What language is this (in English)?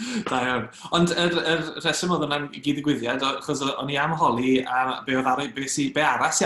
Welsh